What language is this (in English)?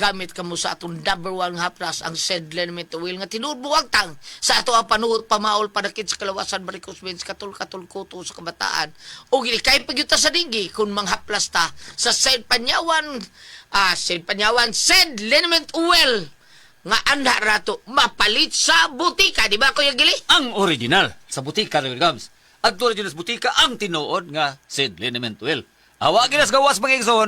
Cebuano